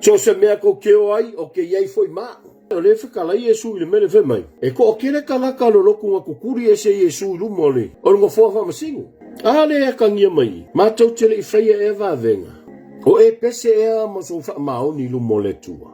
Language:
Samoan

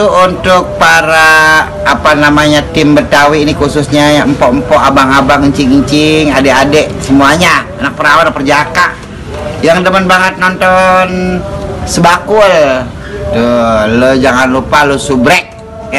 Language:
Betawi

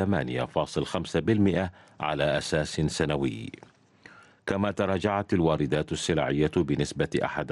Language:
Arabic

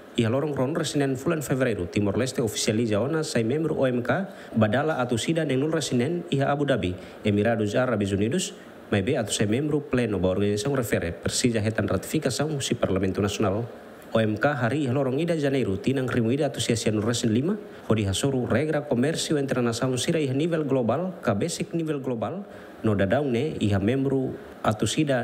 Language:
Tetum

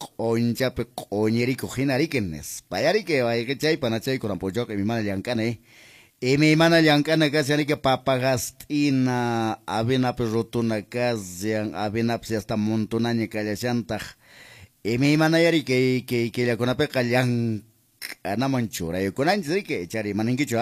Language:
Quechua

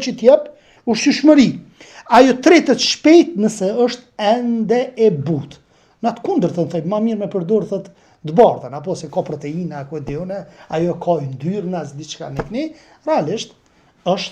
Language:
Albanian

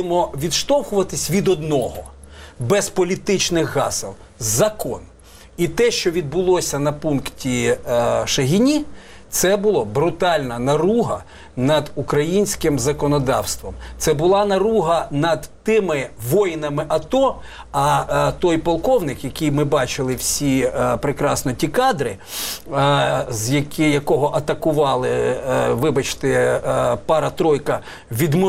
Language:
Ukrainian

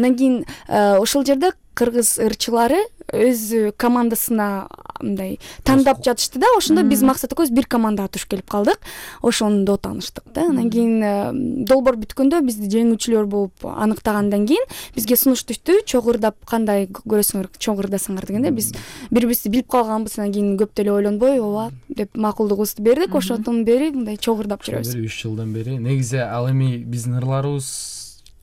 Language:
Kyrgyz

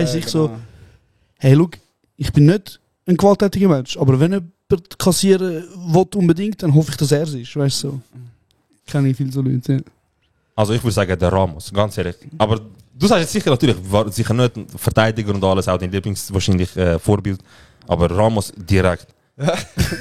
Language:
Swiss German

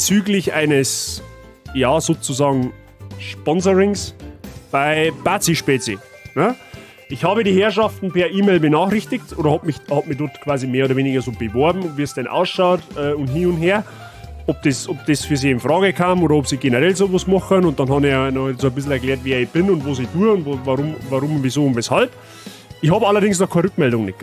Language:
Bavarian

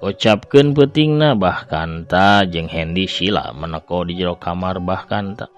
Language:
Sundanese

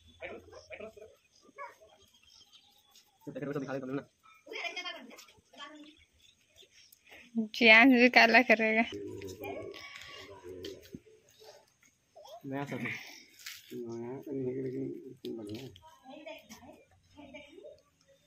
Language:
Hindi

